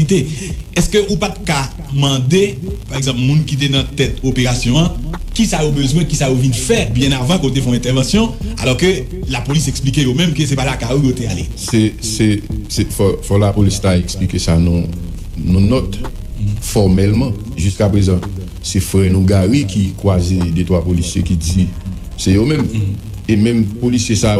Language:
Haitian Creole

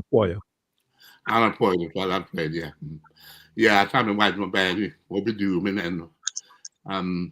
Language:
Acoli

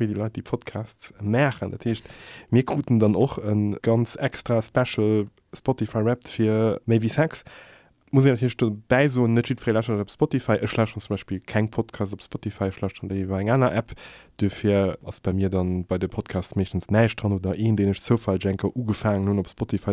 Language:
Luxembourgish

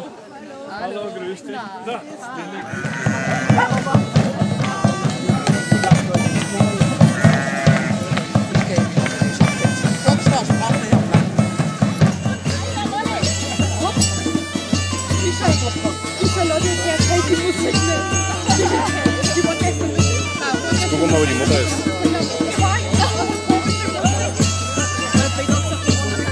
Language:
German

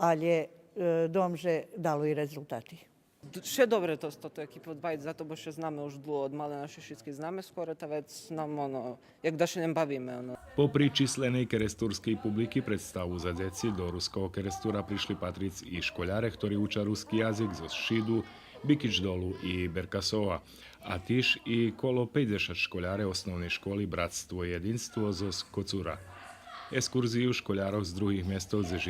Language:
Rusyn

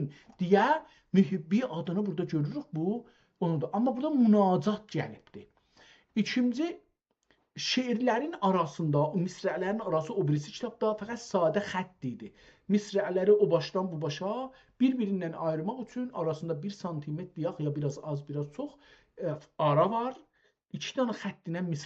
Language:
South Azerbaijani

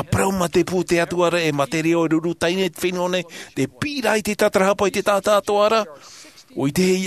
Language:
Tahitian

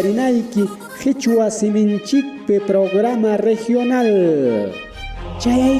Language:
Ayacucho Quechua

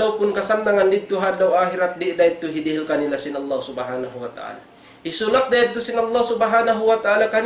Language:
Tausug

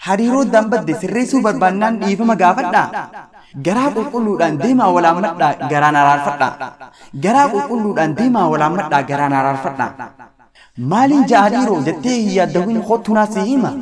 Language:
Oromo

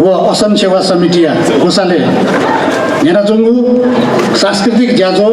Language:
Newari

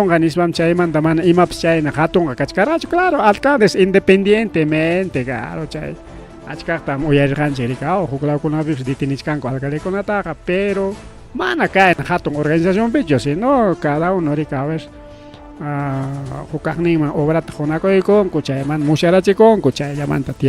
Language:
Ayacucho Quechua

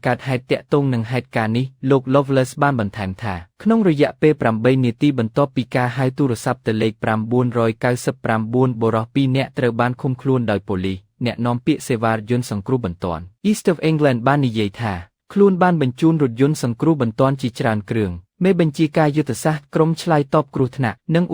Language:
Khmer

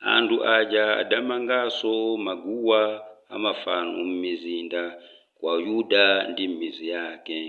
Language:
Nyanja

